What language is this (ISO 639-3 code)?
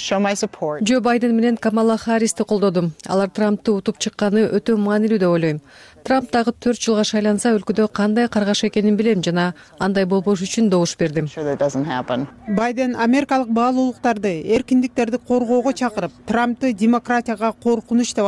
kir